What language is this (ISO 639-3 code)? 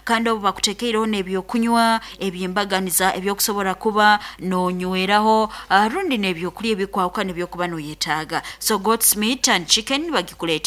nyn